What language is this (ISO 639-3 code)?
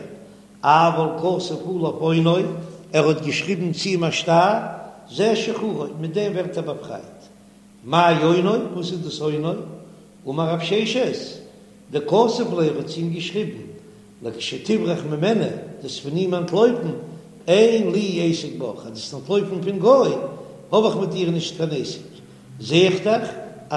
yid